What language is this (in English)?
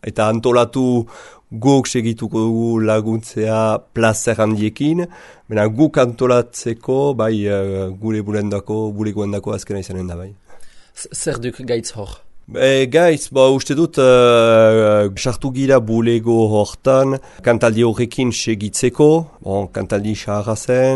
Basque